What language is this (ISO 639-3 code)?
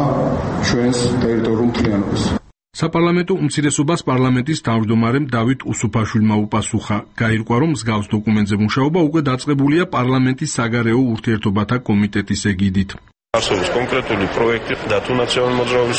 kat